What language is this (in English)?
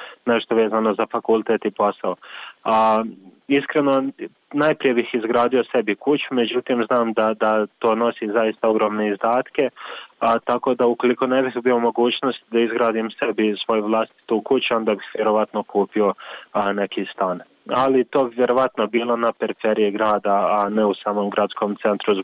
Bosnian